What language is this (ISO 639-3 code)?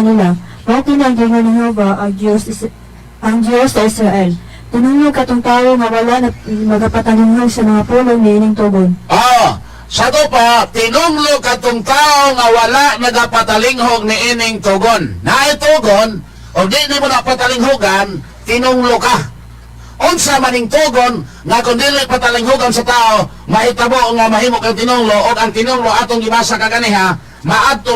ceb